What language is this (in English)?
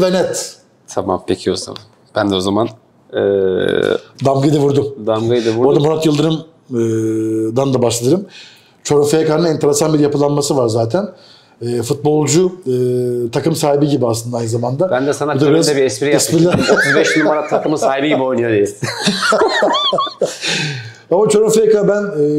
Turkish